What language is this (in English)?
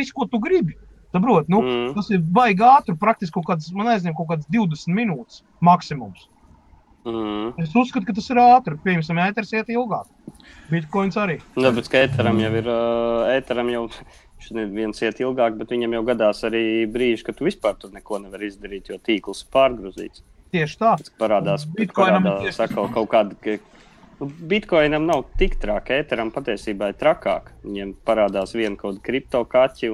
Latvian